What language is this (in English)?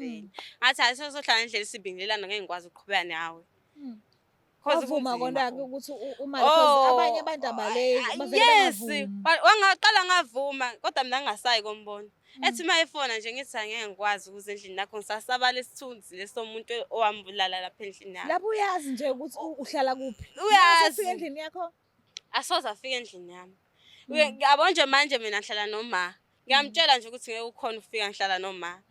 Zulu